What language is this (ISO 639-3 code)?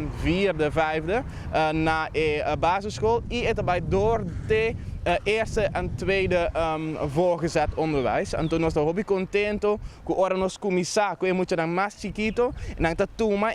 pap